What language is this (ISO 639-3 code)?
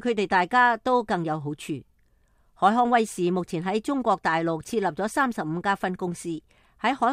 yue